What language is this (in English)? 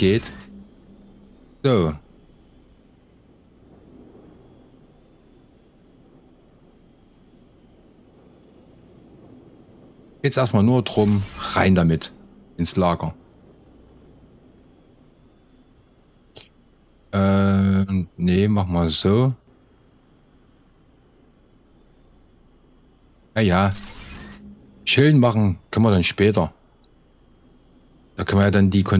German